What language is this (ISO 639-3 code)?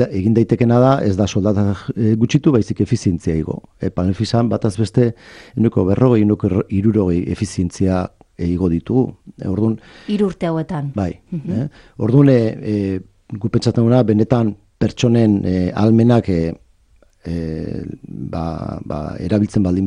eus